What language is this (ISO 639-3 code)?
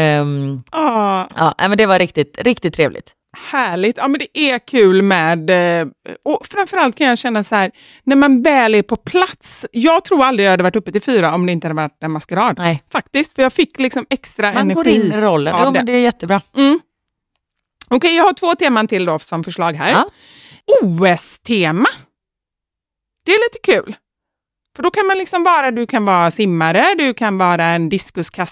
swe